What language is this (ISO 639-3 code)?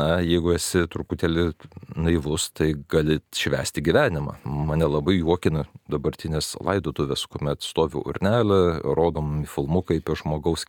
lit